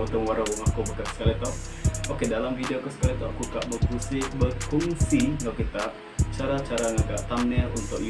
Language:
Iban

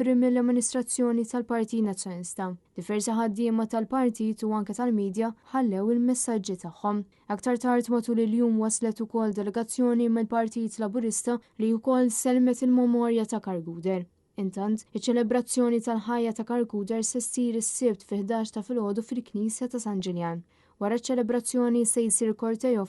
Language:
Maltese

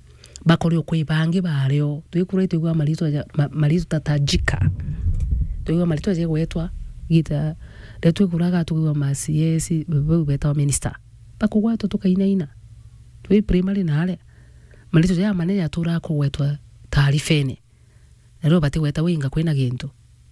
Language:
Meru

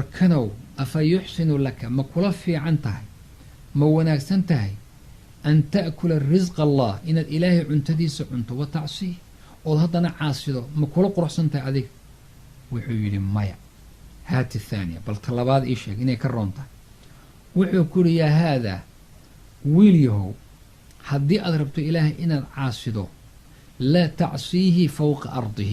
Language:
Somali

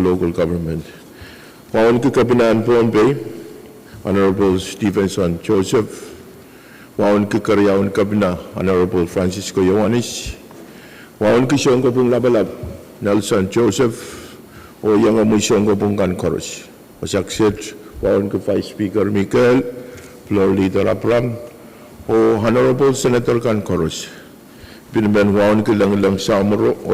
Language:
Pohnpeian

